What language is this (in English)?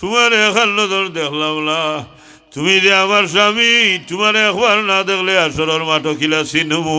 Sylheti